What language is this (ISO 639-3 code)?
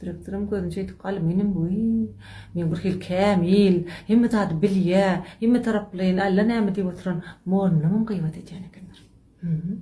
tuk